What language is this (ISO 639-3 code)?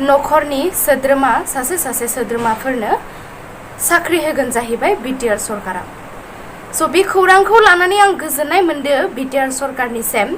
brx